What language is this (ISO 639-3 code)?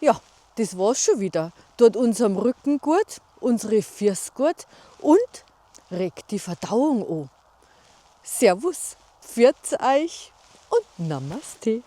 bar